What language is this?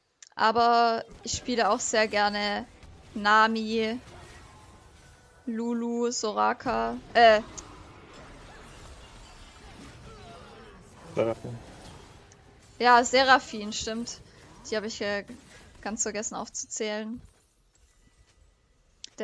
German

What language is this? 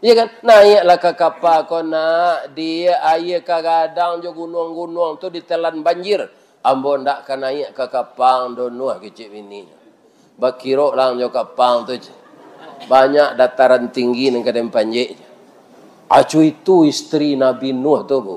Minangkabau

